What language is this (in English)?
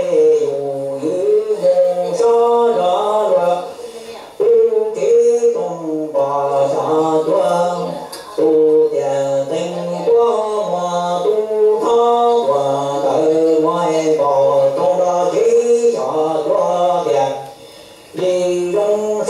Hmong